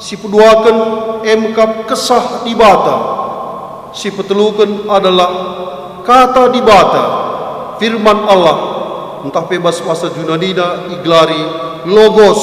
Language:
Batak Karo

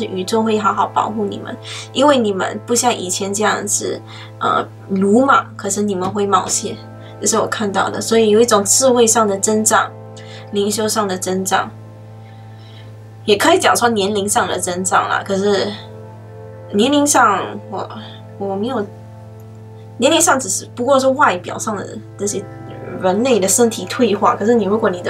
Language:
Chinese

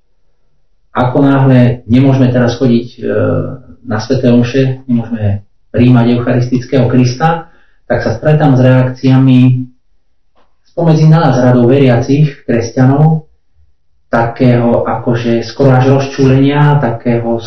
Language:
Slovak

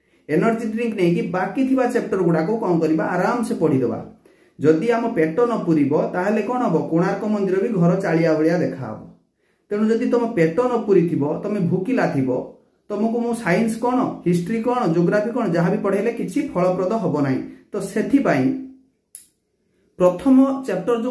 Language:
Odia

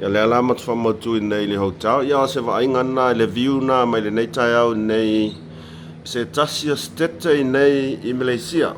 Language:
Samoan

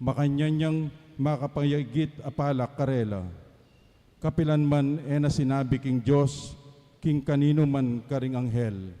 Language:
Pampanga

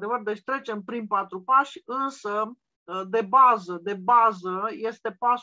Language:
Romanian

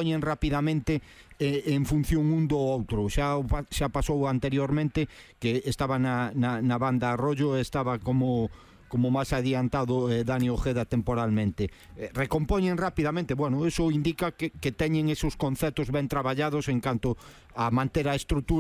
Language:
Galician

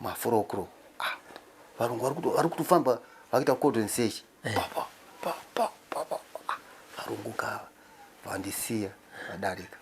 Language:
Shona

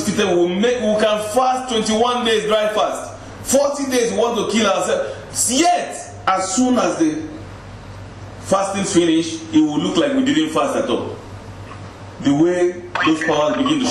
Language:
English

